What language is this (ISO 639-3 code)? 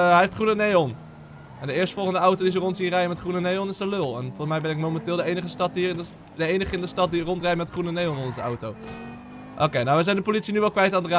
nld